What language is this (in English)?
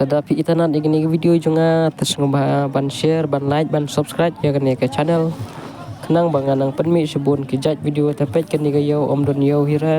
Khasi